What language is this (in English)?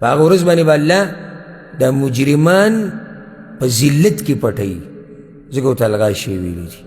Pashto